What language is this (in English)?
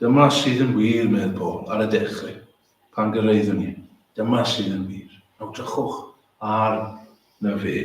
Welsh